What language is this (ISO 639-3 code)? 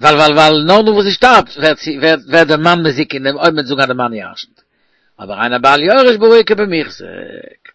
yid